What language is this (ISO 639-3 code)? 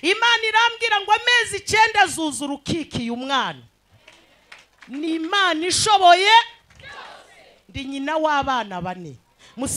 kin